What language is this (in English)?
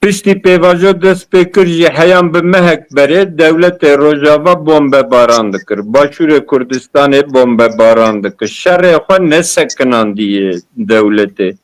Kurdish